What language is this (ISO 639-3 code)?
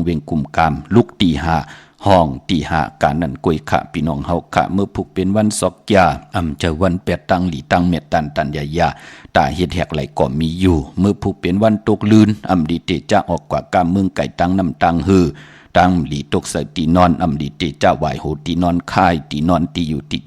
shn